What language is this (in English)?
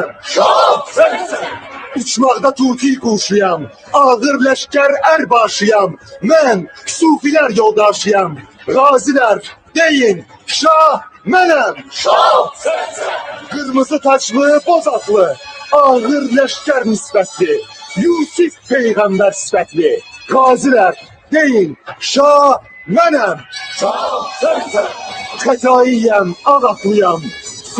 South Azerbaijani